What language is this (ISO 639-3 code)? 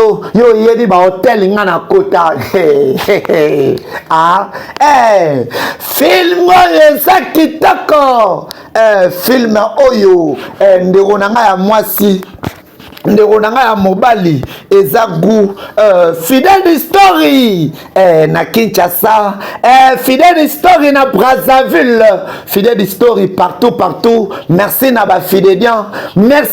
lin